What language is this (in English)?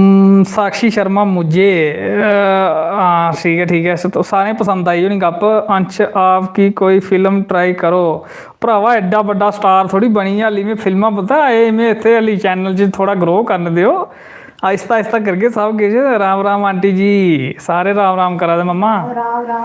Dogri